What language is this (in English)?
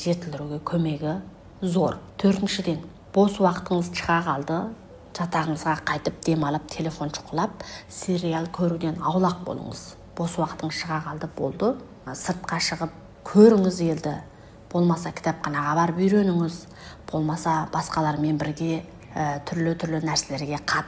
Kazakh